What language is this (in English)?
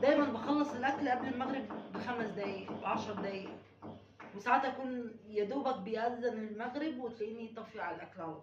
Egyptian Arabic